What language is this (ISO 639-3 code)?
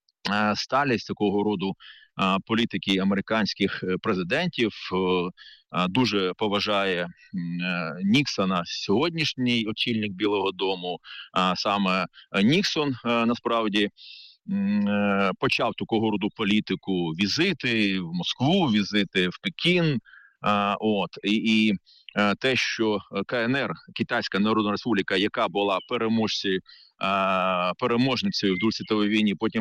ukr